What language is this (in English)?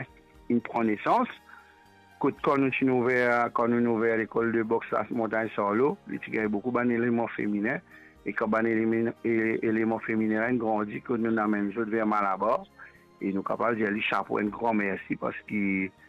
Morisyen